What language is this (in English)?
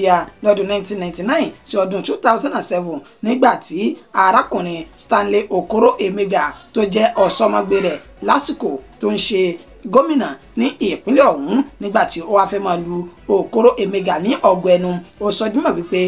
Yoruba